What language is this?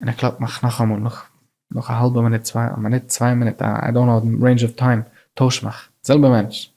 Yiddish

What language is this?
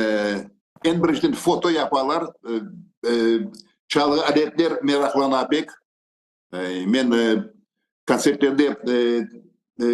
Crimean Tatar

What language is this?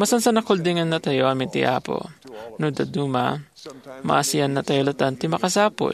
Iloko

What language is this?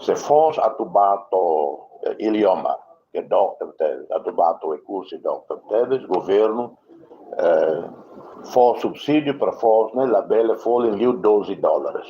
Tetum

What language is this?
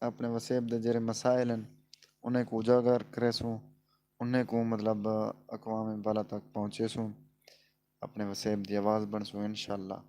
Saraiki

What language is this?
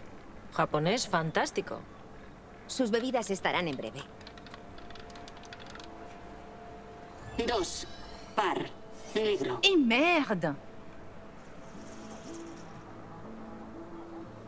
Spanish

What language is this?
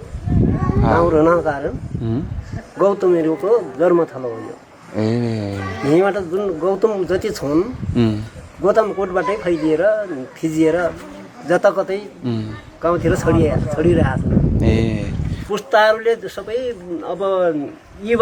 Nepali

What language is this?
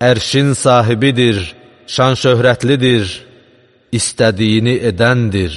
Azerbaijani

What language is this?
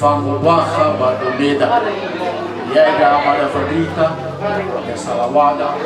Nias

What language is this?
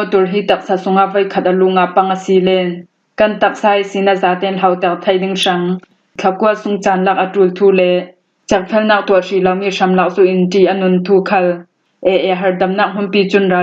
Falam Chin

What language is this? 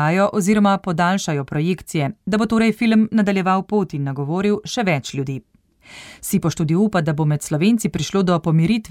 Slovenian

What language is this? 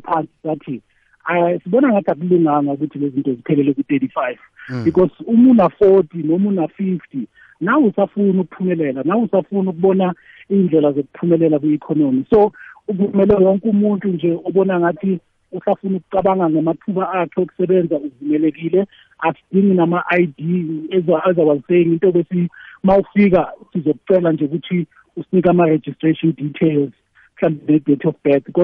South Ndebele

